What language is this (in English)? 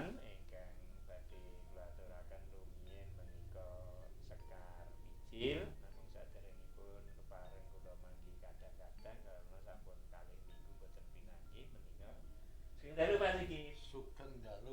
Javanese